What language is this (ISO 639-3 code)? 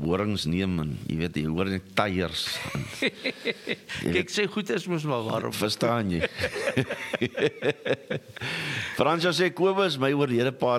afr